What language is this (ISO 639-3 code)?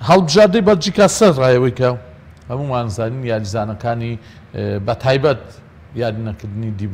ckb